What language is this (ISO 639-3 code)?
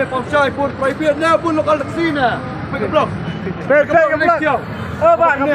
kha